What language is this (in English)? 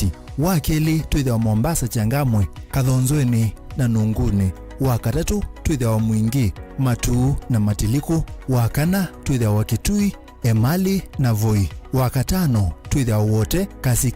Kamba